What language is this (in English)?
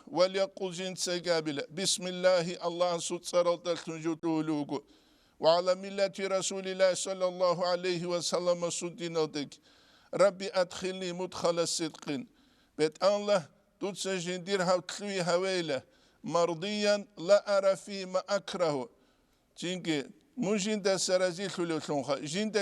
Avaric